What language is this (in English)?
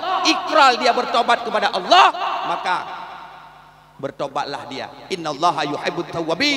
Achinese